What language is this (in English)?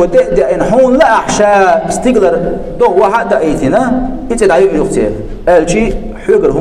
Chechen